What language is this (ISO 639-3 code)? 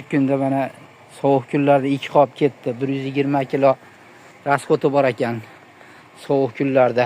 uzb